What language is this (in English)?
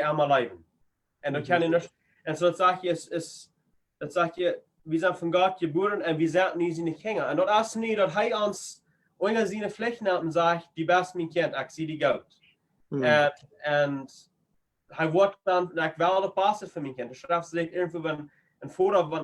Plautdietsch